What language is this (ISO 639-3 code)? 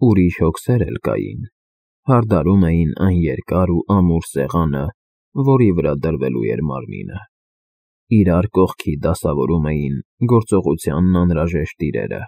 hye